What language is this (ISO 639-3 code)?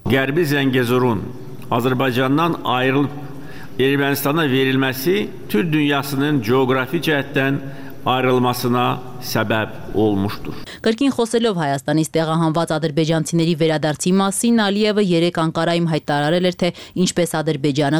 hye